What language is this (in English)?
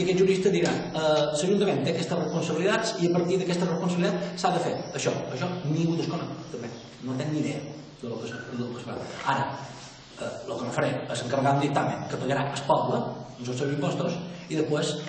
Catalan